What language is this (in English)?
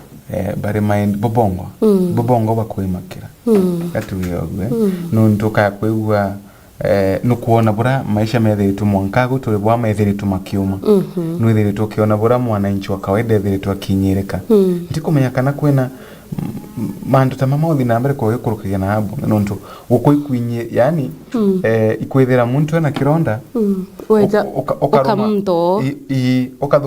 Meru